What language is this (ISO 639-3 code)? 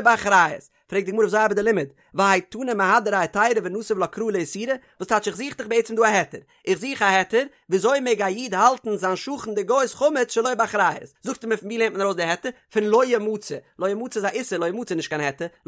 yid